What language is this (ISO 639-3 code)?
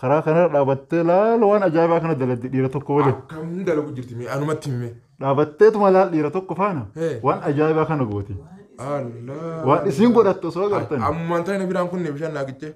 orm